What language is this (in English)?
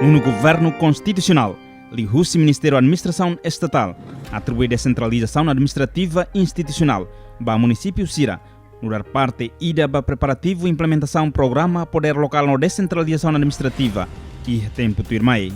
Tetum